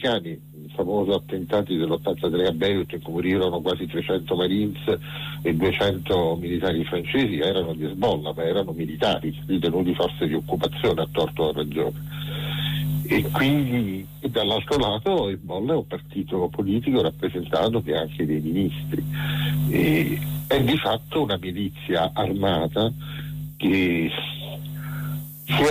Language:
Italian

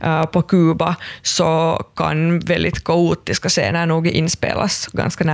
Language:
Swedish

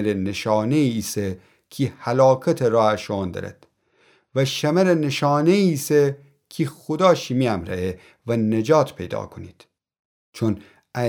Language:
Gilaki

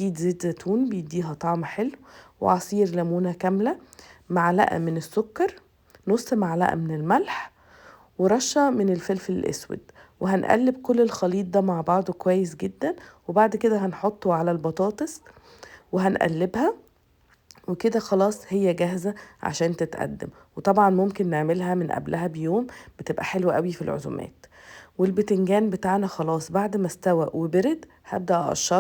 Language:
Egyptian Arabic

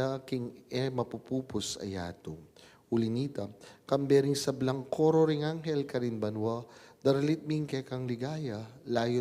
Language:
Pampanga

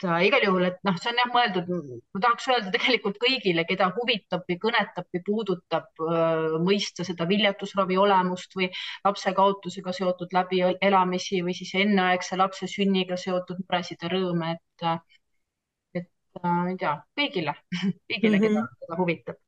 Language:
Estonian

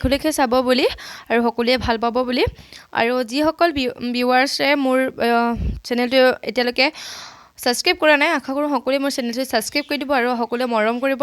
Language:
Assamese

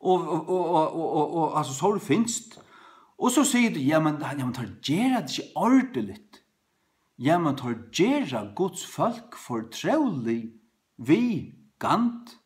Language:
Faroese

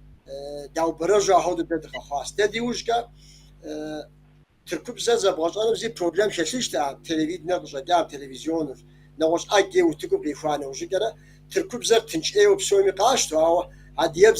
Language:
Kabardian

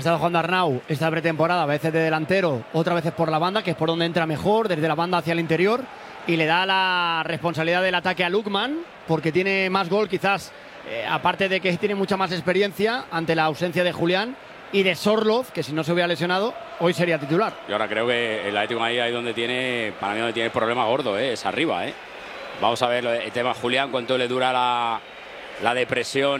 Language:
Spanish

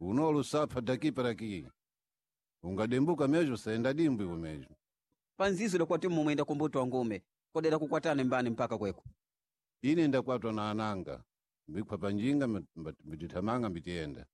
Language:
Sena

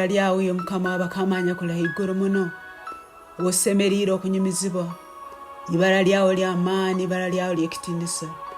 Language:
Tooro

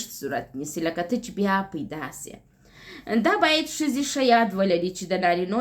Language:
Pashto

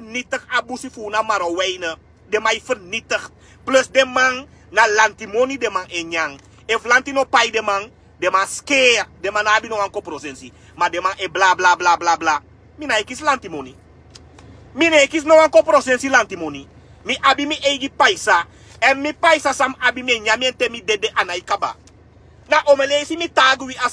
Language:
Sranan Tongo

